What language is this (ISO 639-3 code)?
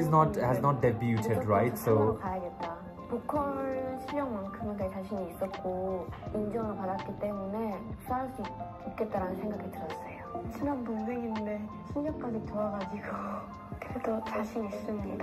kor